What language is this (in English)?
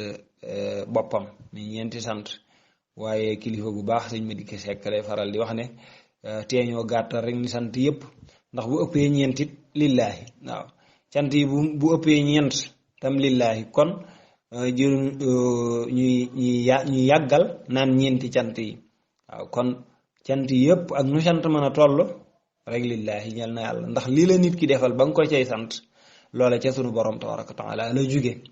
Wolof